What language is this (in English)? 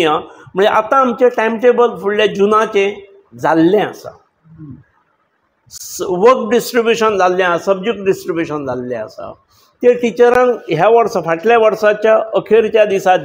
Konkani